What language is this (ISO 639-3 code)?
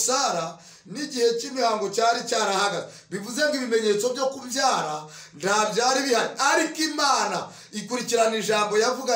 kin